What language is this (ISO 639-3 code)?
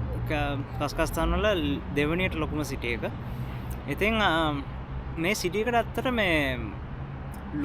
sin